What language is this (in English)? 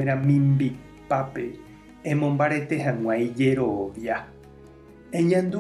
Guarani